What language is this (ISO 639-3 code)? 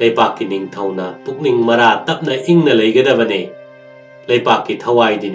mni